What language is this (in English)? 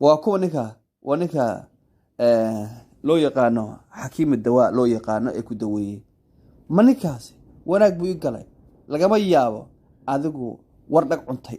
Somali